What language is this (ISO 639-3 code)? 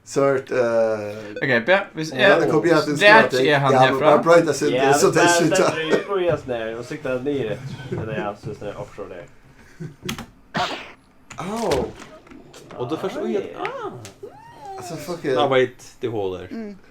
fao